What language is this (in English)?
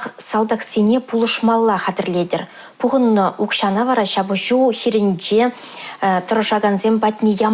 Chuvash